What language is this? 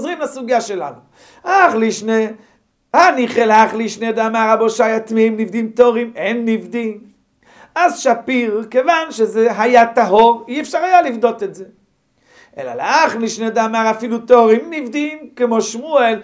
Hebrew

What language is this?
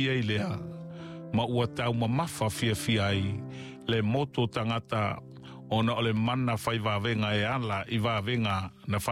Samoan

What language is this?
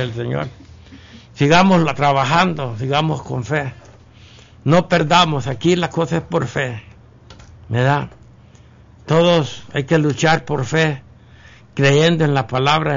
Spanish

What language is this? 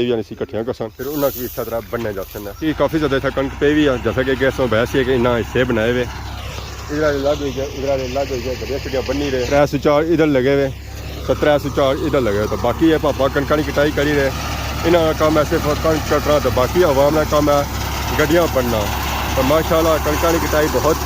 Pahari-Potwari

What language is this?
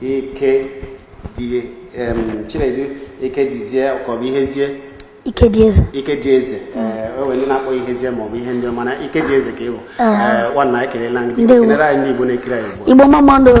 Igbo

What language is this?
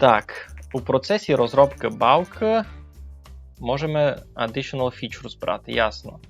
Rusyn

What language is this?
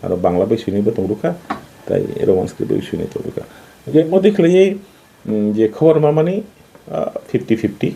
Kok Borok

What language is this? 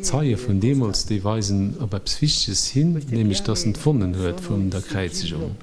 Luxembourgish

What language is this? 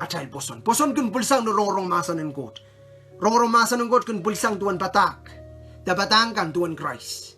Pohnpeian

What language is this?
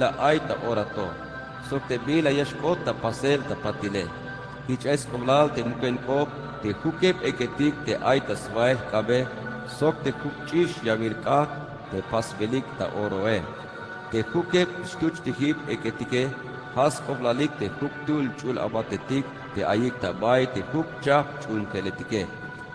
Tzeltal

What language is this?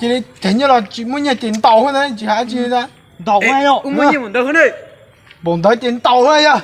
Hmong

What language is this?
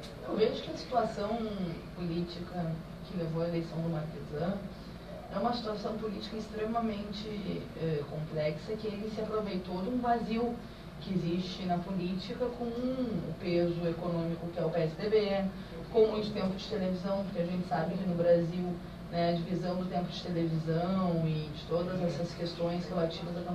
Portuguese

